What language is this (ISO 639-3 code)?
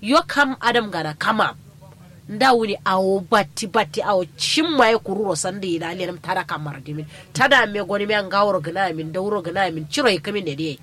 kau